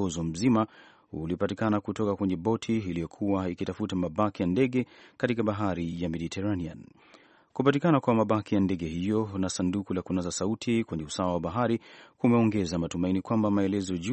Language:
Swahili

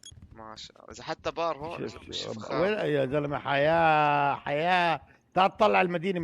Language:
North Levantine Arabic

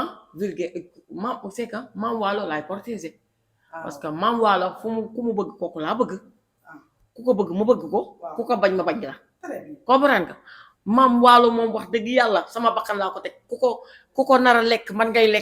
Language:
Wolof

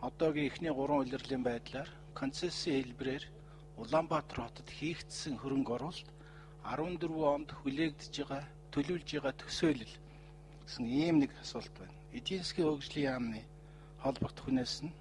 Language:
Mongolian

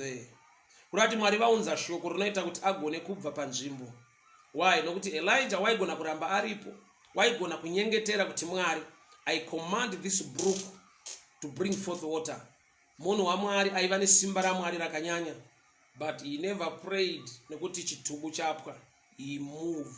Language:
Shona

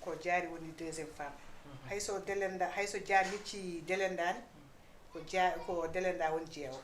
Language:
Fula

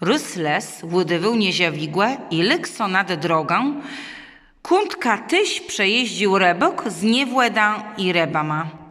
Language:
Kashubian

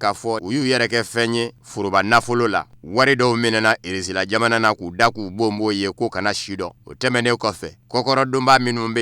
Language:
Bambara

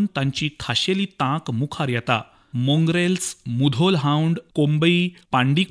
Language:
Konkani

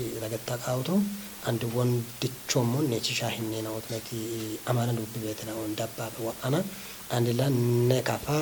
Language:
Kafa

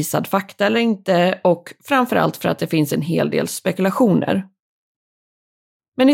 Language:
Swedish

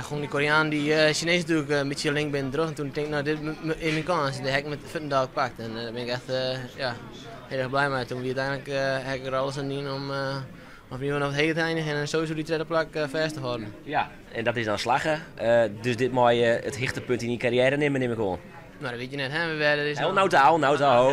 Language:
Western Frisian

